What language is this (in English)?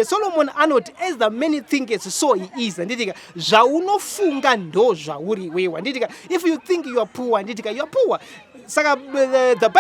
Shona